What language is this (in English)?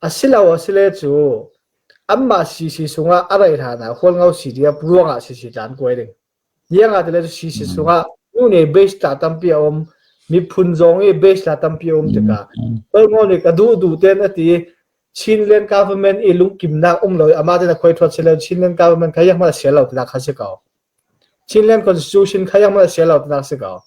Falam Chin